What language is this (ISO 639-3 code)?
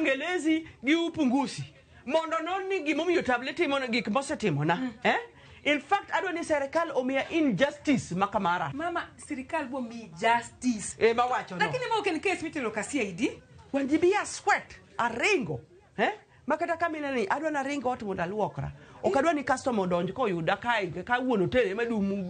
luo